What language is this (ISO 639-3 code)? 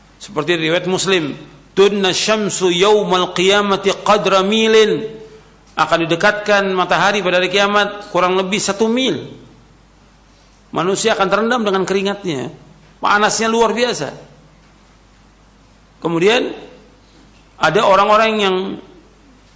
ind